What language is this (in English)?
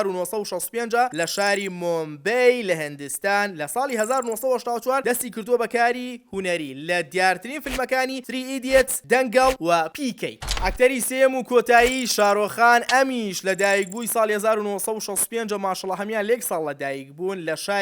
Central Kurdish